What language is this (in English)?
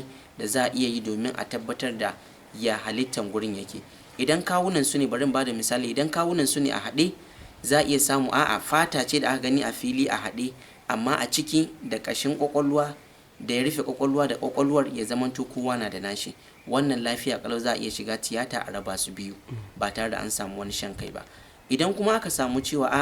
Hausa